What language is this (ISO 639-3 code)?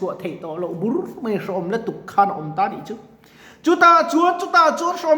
lus